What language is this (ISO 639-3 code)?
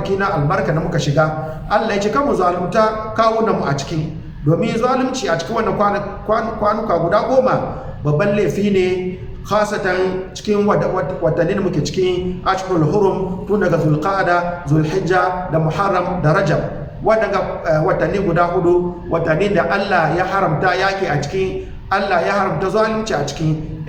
hau